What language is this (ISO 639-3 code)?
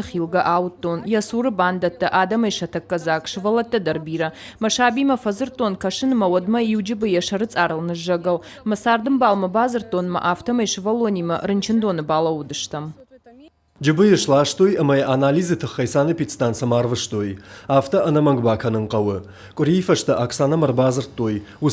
oss